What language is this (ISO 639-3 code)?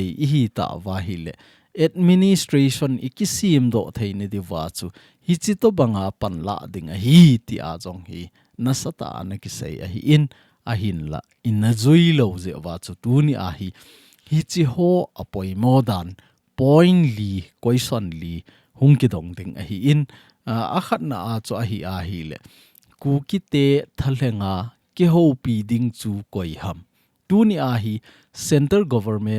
tcz